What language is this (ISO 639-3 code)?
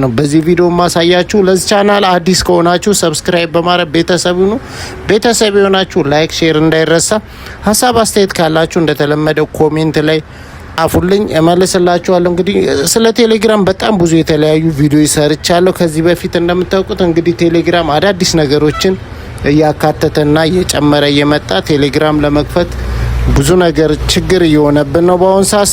amh